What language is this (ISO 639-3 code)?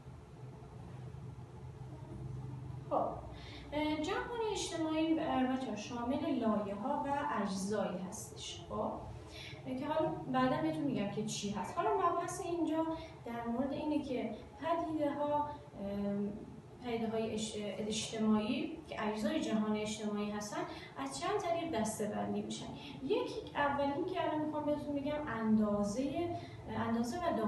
fas